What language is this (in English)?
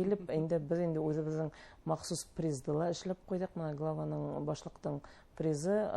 Bashkir